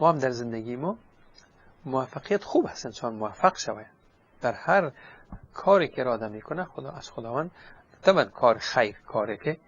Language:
Persian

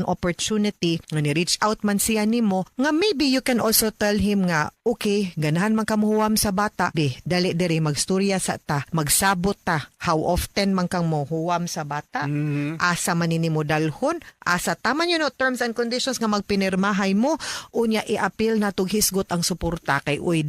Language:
Cebuano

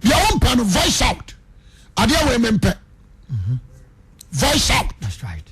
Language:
Akan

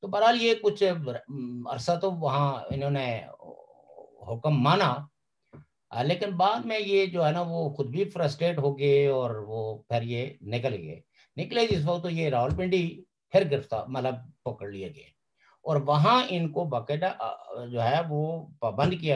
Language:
Urdu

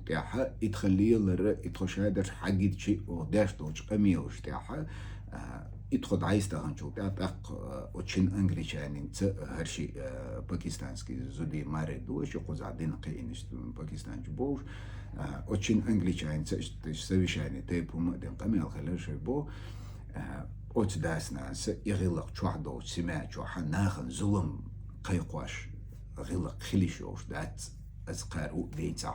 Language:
Chechen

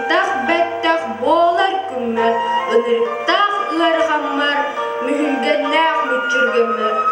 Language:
Yakut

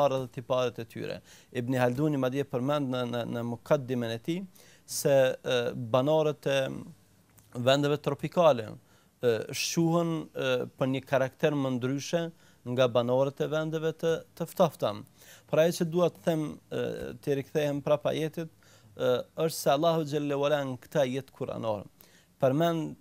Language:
Albanian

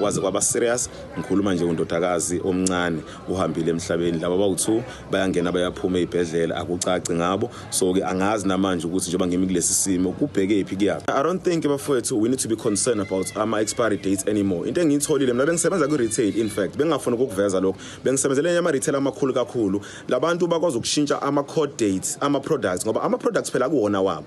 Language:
Zulu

